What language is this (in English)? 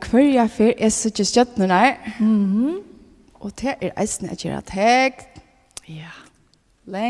Faroese